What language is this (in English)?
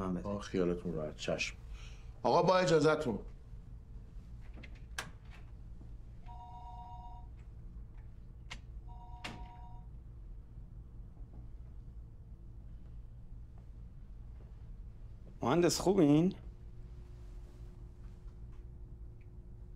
Persian